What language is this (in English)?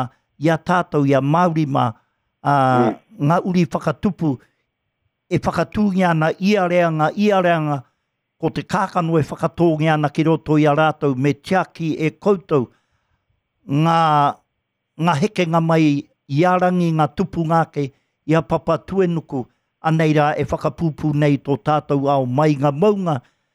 Māori